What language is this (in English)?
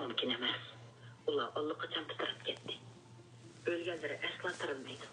Uyghur